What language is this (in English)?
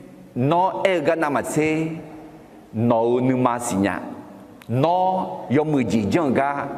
Akha